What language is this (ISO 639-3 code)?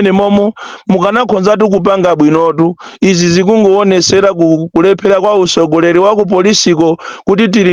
nya